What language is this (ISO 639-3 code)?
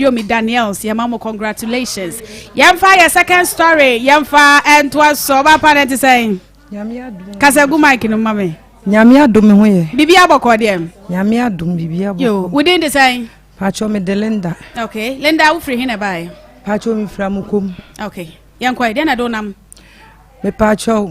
aka